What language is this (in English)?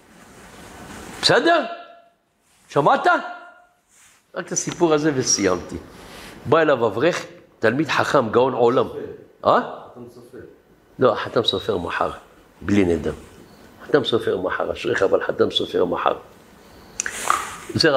Hebrew